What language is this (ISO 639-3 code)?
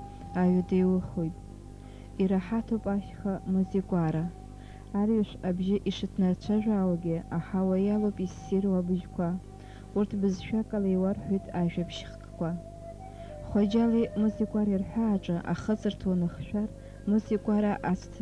abk